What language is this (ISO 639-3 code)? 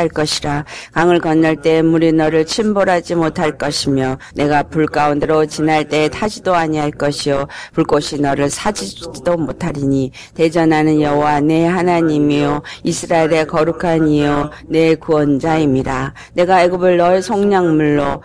kor